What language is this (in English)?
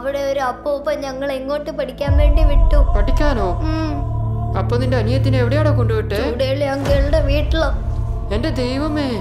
Malayalam